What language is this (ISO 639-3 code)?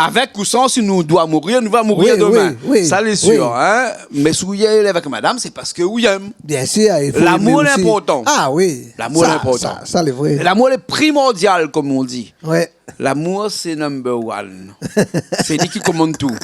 rcf